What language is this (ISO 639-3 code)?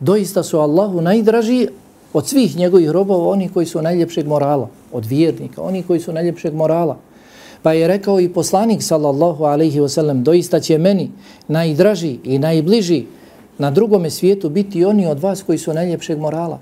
bos